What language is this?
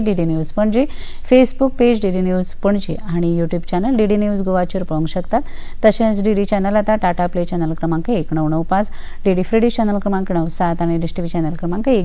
Konkani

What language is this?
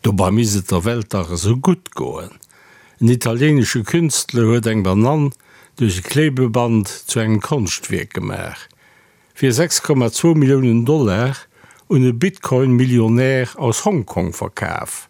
Luxembourgish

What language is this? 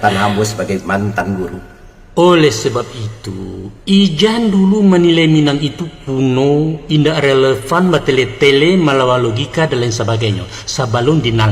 Minangkabau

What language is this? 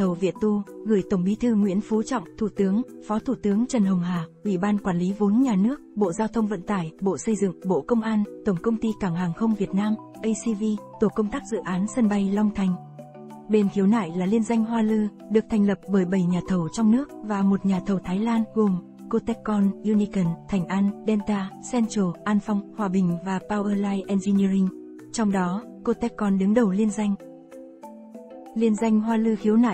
Vietnamese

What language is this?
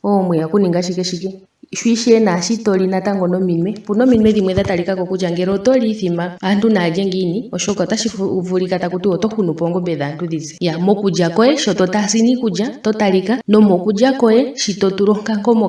Ndonga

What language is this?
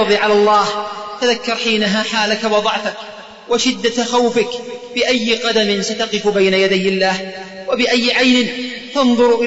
Arabic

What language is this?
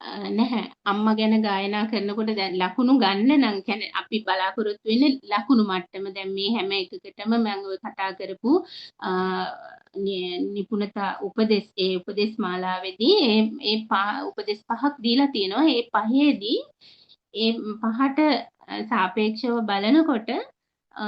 Sinhala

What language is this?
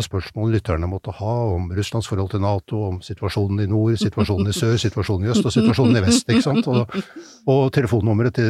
Norwegian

